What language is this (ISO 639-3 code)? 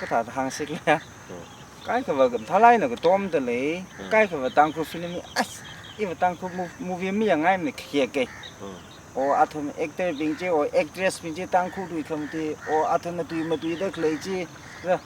nmf